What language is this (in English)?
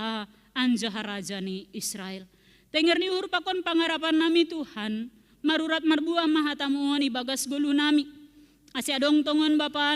Batak Simalungun